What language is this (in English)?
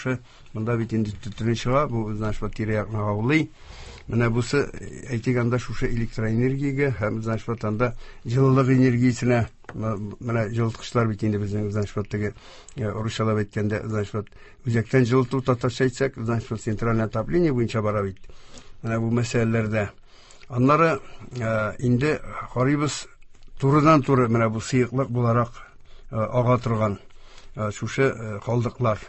Tatar